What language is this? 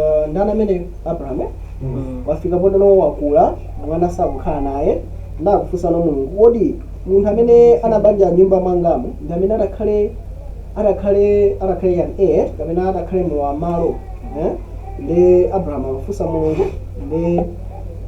Nyanja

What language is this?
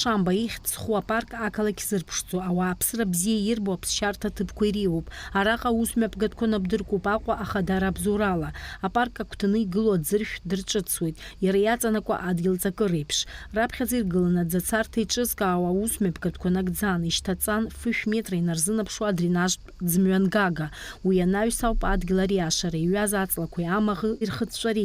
Abkhazian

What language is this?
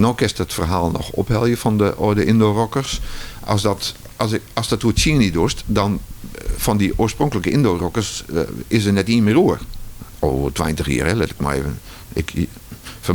Western Frisian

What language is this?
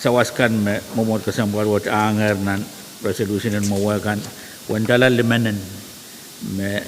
Pohnpeian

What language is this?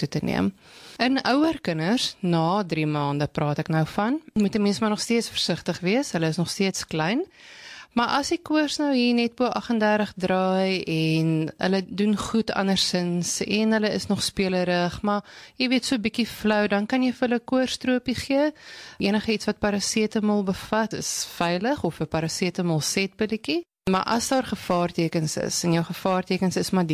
Afrikaans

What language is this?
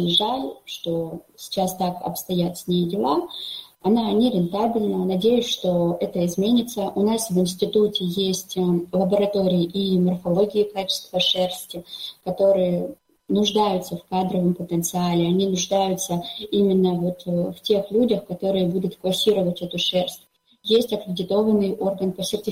Russian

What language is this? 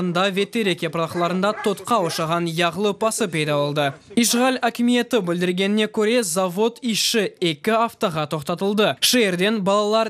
Crimean Tatar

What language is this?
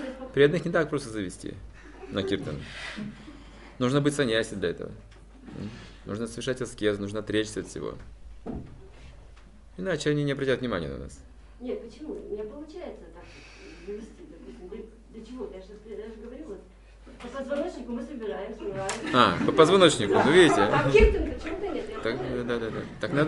Russian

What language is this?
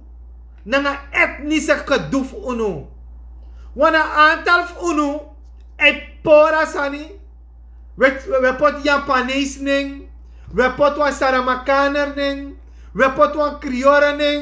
Sranan Tongo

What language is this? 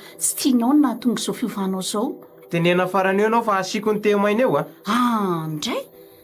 Malagasy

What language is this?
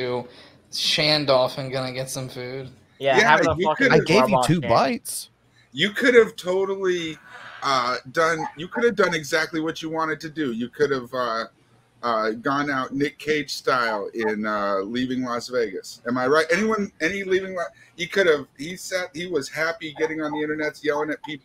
English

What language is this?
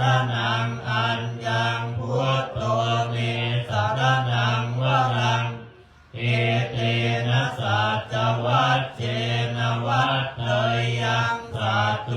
Pali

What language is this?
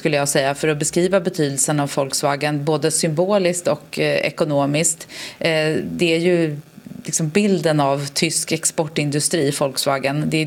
Swedish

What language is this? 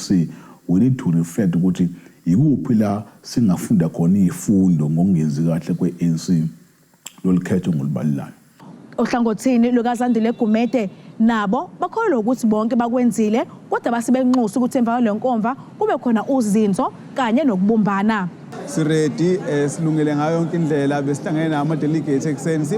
Zulu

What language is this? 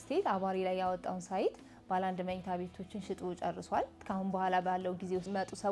Amharic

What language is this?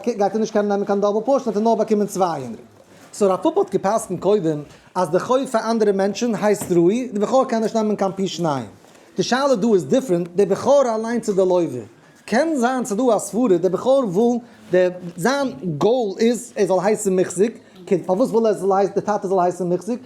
Yiddish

